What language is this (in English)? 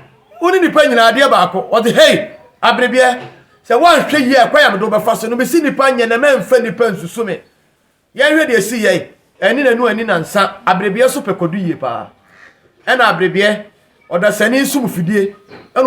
Akan